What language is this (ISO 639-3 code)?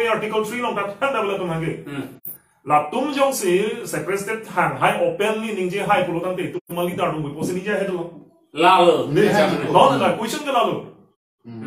mjw